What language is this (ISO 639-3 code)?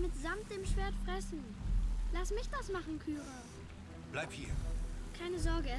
gsw